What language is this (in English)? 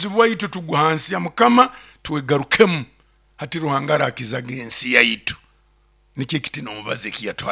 Nyoro